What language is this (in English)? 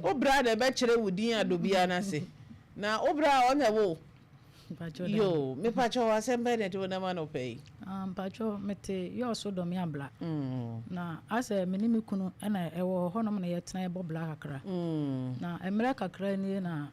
Akan